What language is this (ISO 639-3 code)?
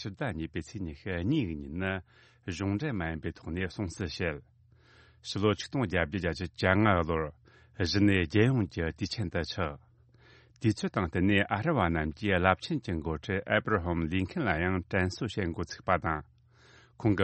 bod